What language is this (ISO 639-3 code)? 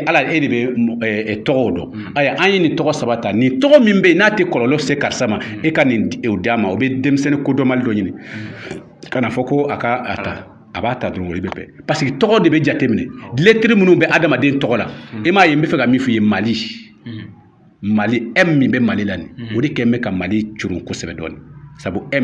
bam